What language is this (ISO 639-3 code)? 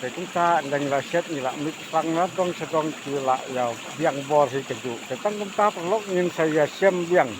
kha